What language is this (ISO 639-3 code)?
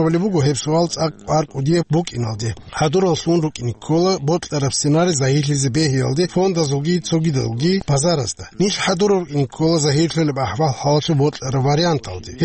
ava